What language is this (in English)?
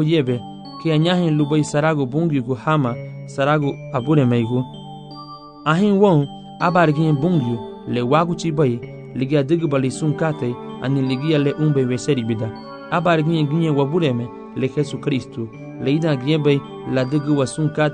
Garifuna